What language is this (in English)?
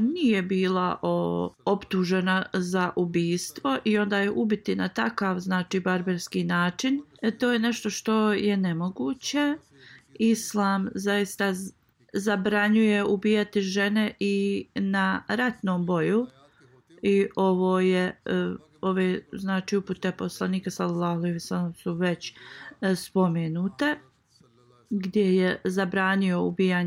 Bosnian